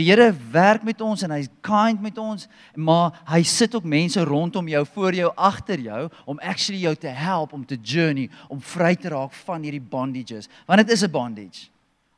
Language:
Afrikaans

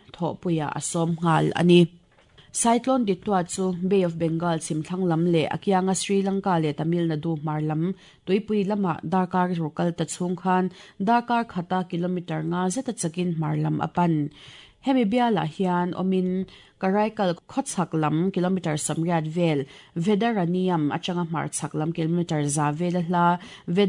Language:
Mizo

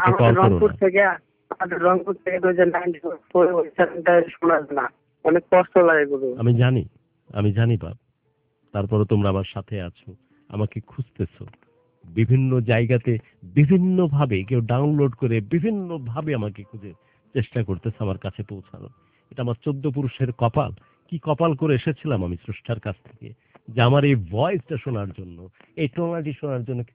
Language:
Bangla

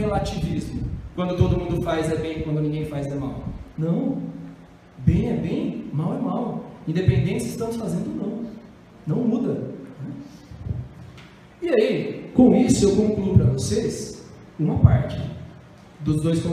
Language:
Portuguese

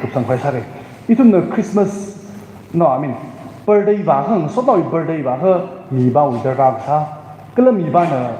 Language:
Tangkhul Naga (India)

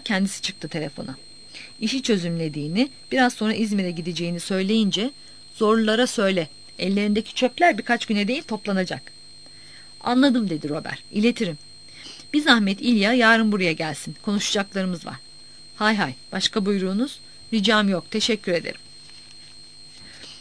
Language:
Turkish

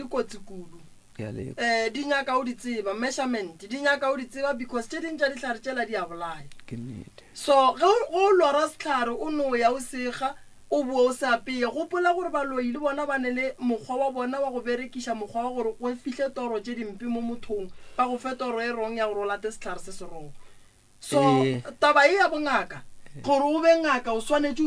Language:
Northern Sotho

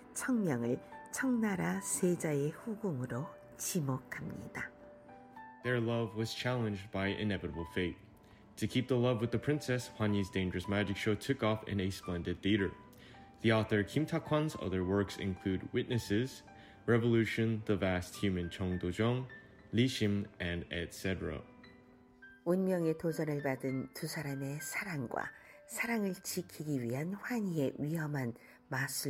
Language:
Korean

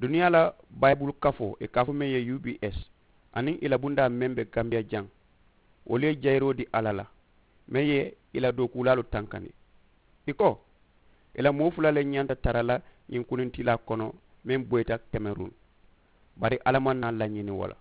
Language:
Mandingo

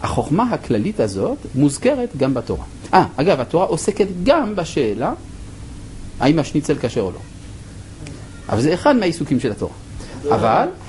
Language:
Hebrew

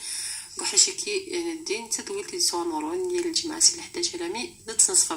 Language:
Moroccan Arabic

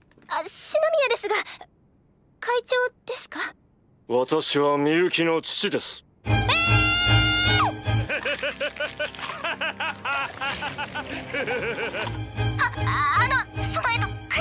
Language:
Japanese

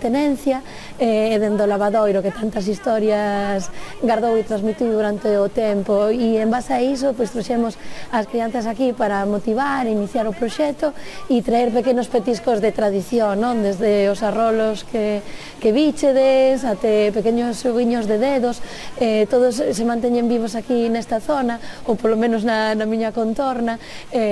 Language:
Galician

